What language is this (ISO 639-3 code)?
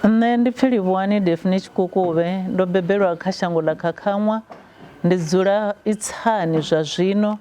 ven